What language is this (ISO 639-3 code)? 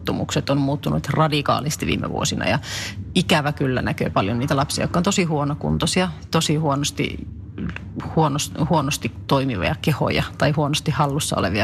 fin